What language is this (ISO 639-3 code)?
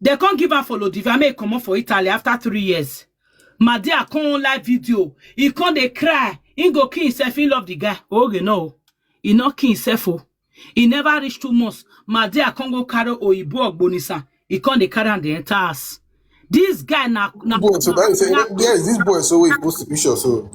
pcm